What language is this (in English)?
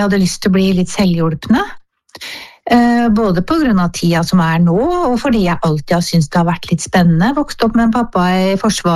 Norwegian